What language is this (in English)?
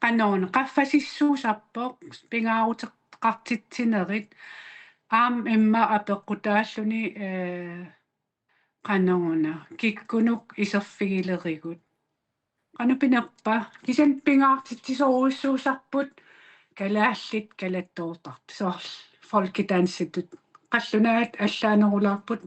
Kalaallisut